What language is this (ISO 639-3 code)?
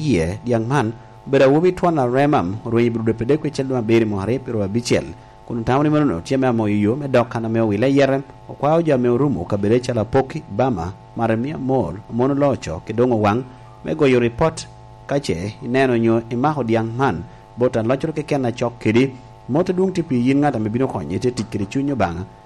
laj